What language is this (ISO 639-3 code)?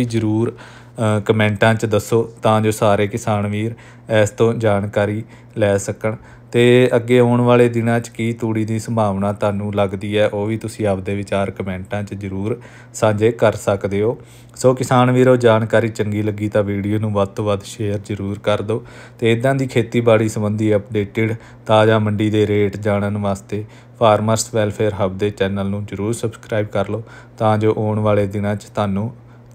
pan